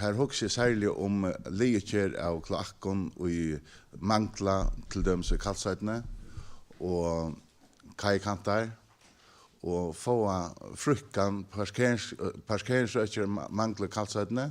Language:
Faroese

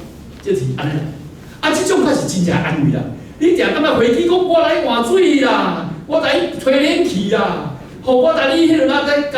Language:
Min Nan Chinese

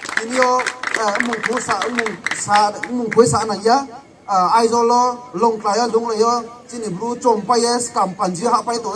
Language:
Riang (India)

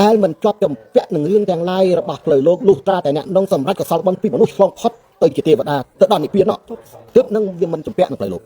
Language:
Khmer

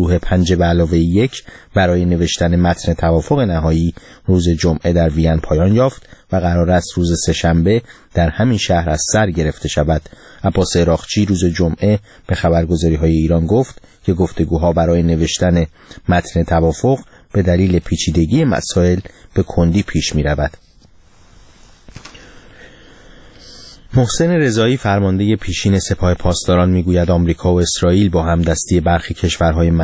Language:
Persian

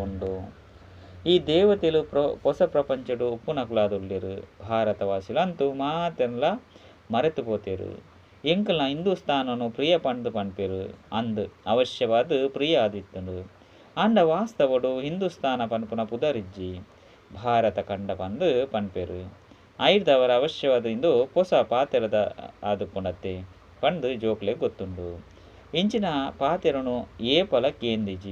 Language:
Tulu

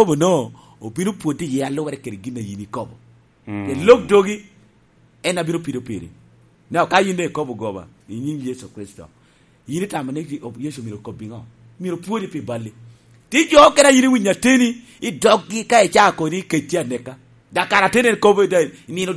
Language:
Lango (Uganda)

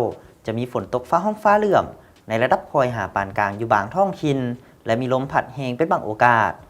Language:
Lao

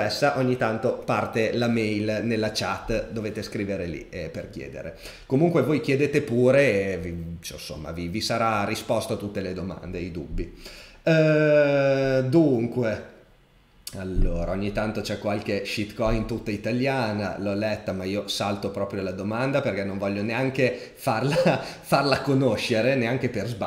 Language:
Italian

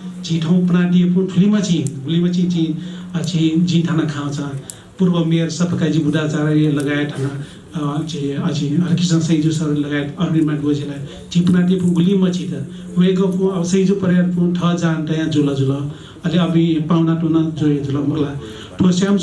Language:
Newari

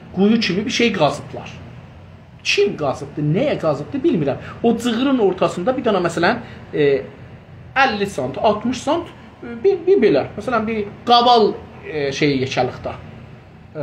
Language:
South Azerbaijani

